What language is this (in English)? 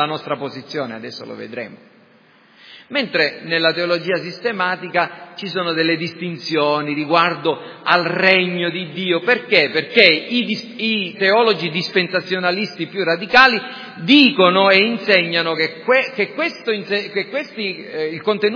Italian